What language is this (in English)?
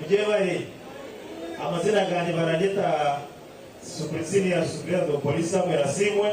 Nyankole